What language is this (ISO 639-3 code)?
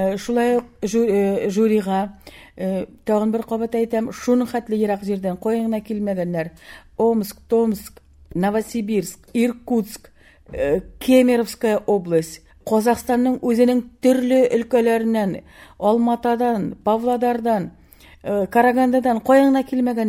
tat